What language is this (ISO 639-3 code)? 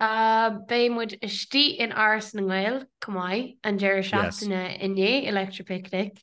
gle